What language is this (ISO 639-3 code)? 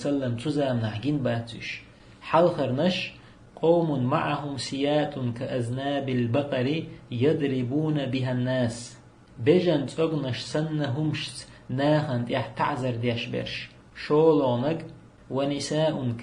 che